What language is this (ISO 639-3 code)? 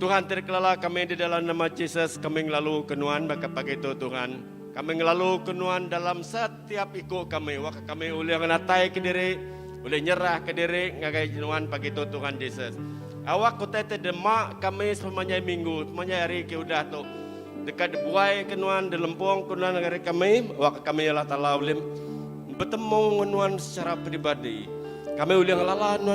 iba